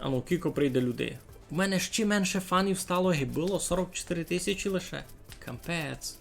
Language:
Rusyn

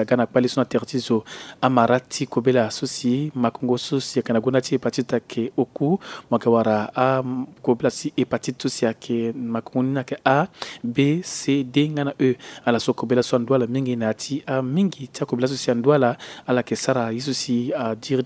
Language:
Sango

